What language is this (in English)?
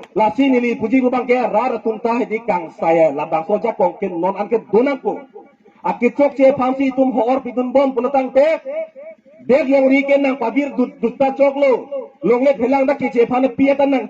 Karbi